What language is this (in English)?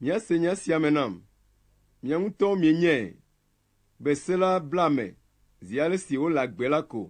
Ewe